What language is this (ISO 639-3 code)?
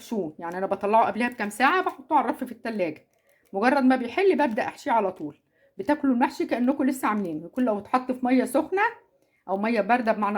arz